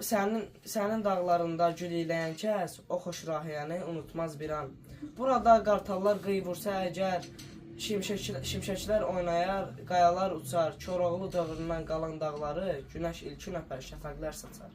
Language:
Azerbaijani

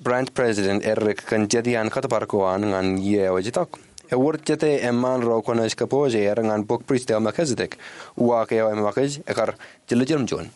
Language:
Marshallese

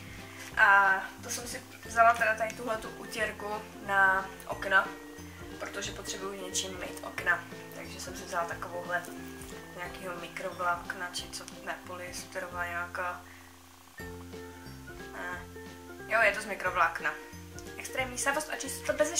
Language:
Czech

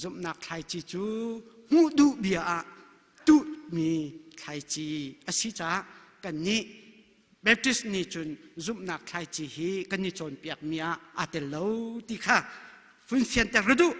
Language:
Hakha Chin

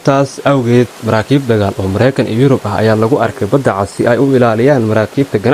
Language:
Somali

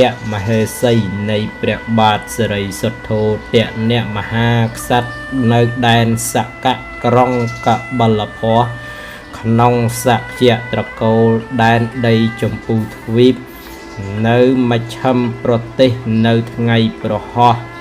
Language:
Khmer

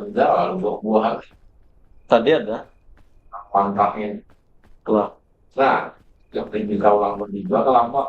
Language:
Banjar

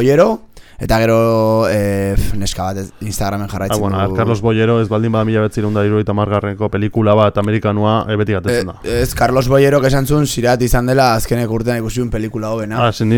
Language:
Basque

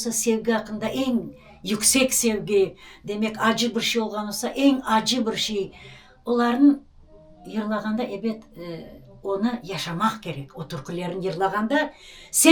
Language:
Crimean Tatar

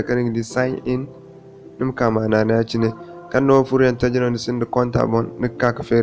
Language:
Zarma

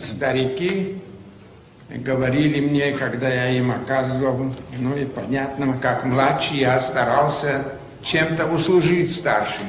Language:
Ossetic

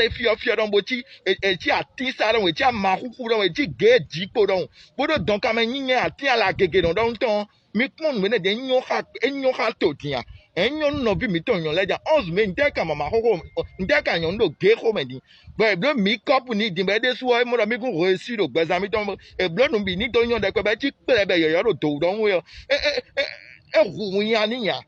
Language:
Fon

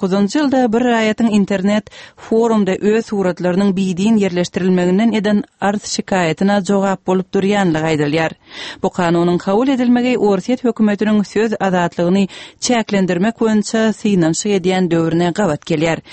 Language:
Turkmen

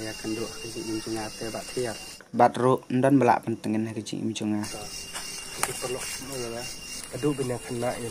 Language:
Khasi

